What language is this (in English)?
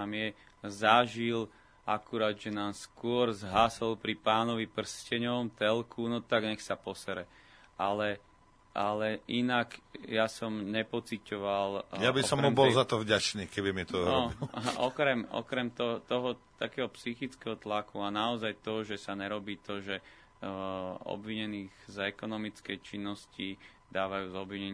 Slovak